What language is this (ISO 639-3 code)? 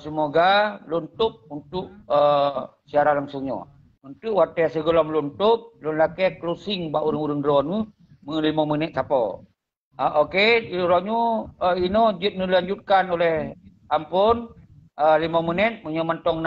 ace